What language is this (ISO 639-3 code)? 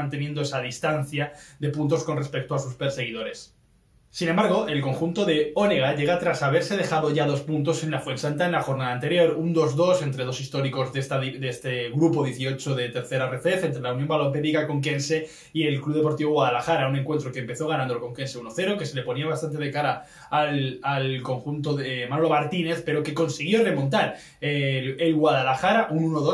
spa